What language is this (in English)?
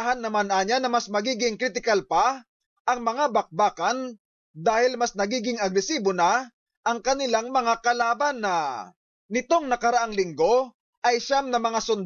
Filipino